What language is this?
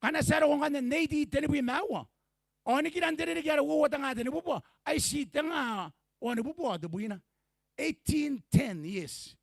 Gilbertese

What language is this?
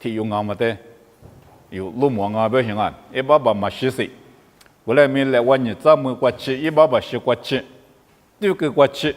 Lisu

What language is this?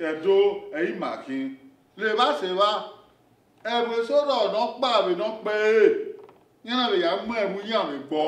Bini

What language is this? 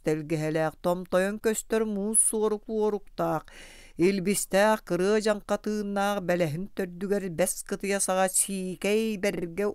Yakut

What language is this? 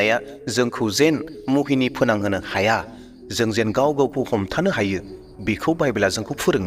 Bodo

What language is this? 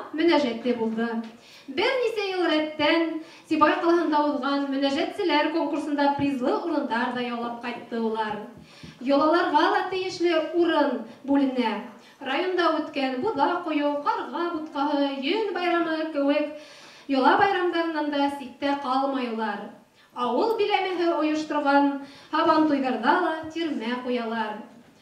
Bashkir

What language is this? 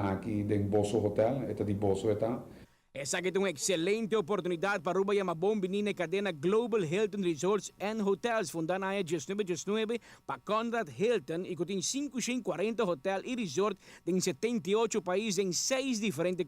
Papiamento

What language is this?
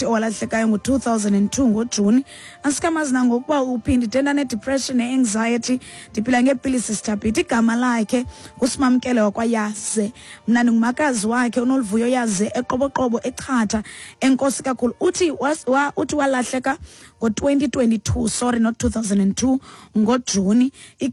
Xhosa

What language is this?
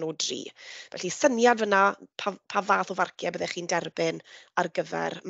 Welsh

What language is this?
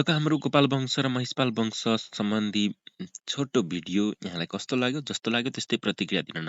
Nepali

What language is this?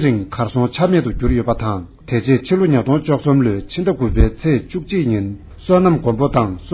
Tibetan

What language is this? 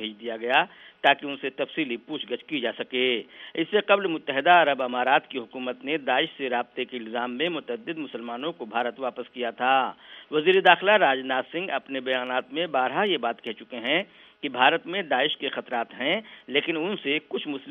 Urdu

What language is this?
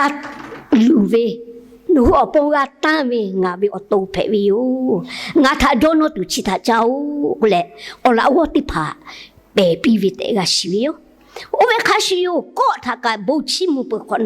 Lahu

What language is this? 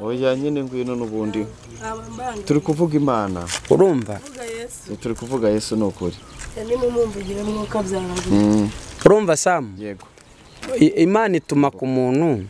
Kinyarwanda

